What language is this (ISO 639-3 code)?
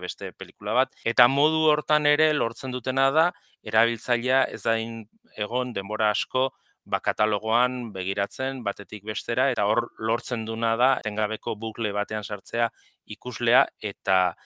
eus